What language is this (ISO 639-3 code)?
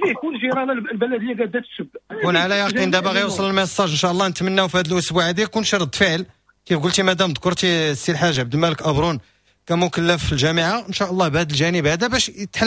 ary